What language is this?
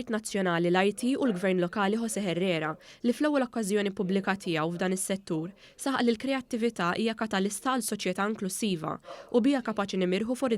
Maltese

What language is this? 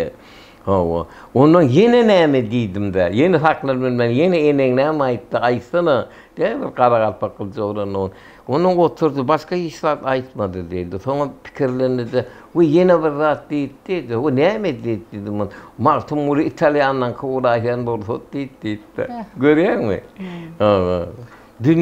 Turkmen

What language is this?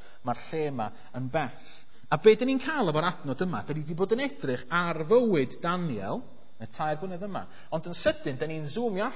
Welsh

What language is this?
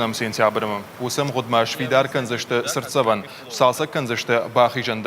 Ossetic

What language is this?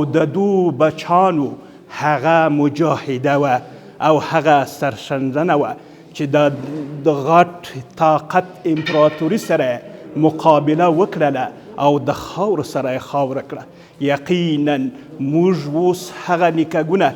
Pashto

